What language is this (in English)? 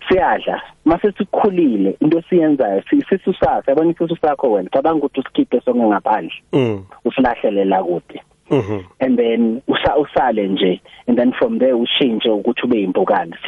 South Ndebele